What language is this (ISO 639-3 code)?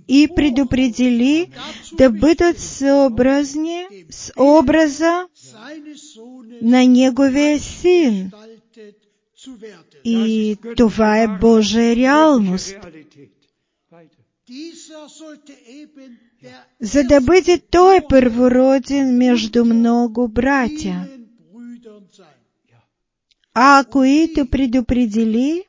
bul